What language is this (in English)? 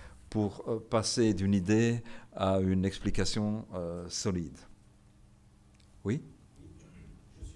French